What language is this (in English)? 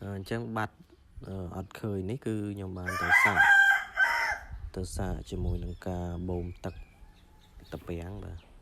Khmer